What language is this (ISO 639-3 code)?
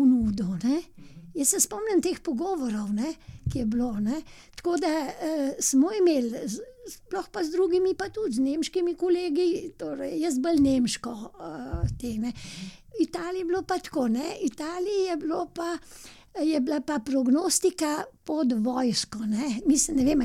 slv